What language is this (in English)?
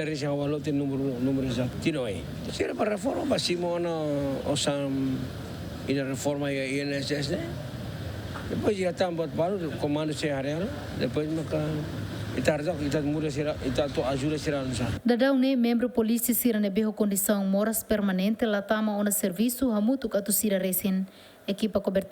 Tetum